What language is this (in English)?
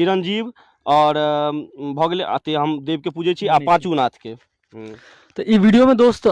Maithili